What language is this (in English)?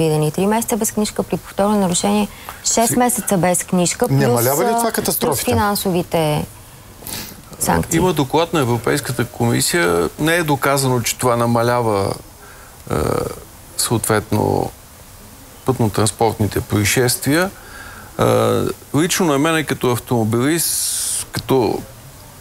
Bulgarian